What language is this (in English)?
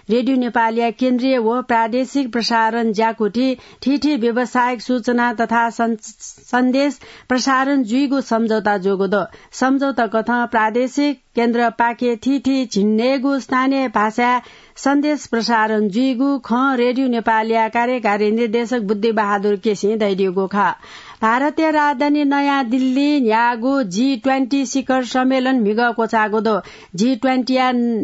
Newari